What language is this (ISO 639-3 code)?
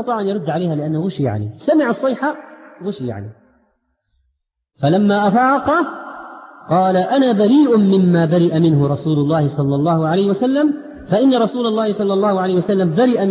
ara